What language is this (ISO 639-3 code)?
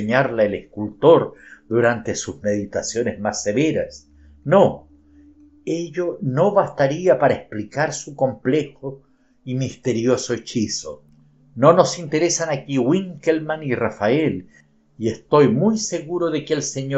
spa